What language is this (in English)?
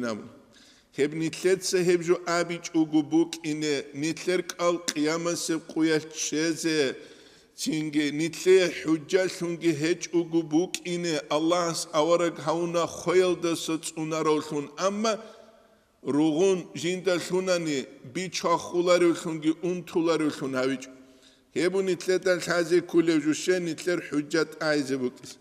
Avaric